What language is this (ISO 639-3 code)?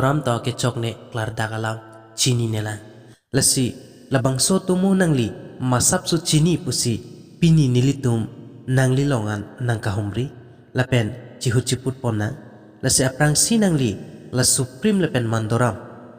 mjw